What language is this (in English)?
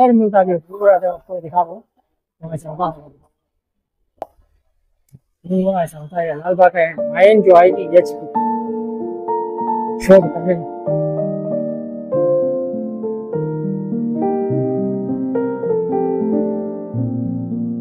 Hindi